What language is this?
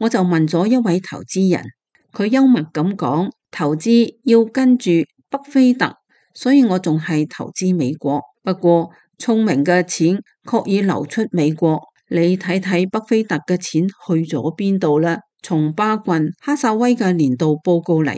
Cantonese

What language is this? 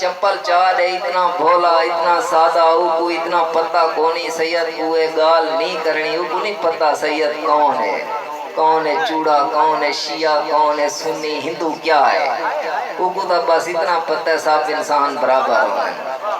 Saraiki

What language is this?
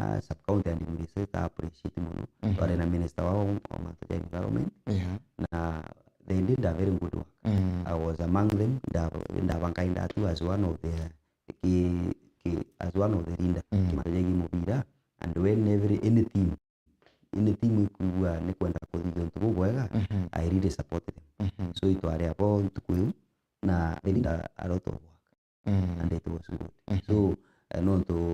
Meru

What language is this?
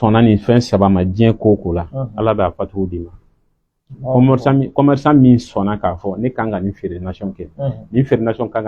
Bambara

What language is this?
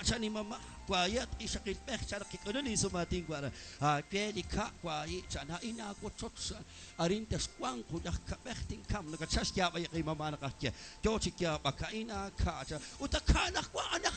Kekchí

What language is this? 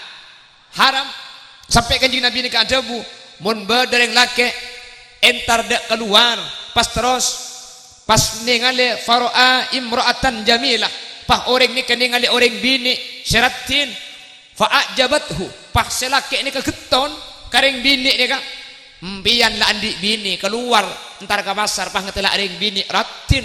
Madurese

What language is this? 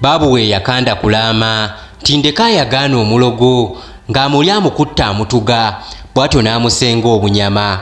Ganda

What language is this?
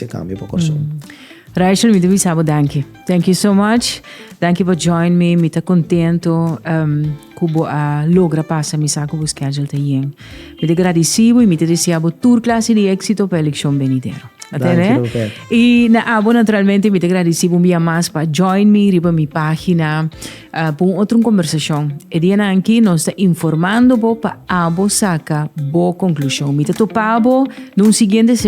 Papiamento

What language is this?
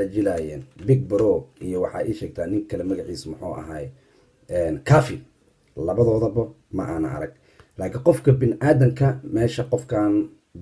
Somali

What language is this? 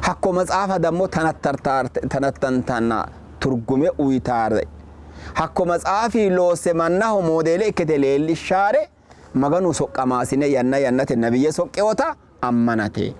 Sidamo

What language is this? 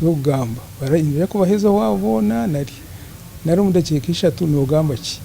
Nyankole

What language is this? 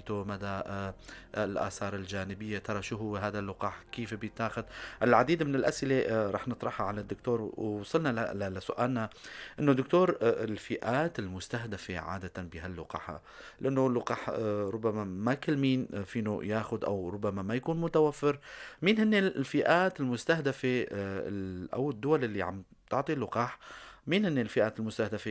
North Levantine Arabic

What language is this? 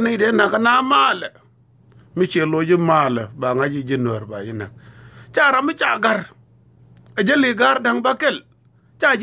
Nuer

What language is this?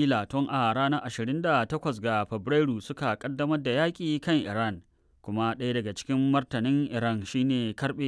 Hausa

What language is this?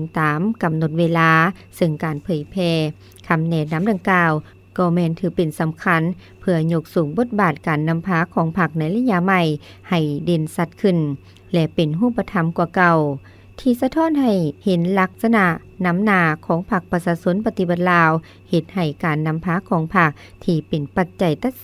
Lao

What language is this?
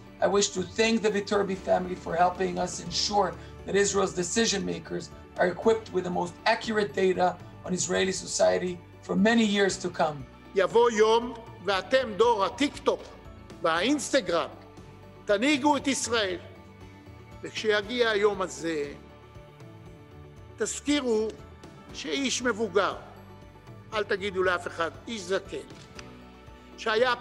Hebrew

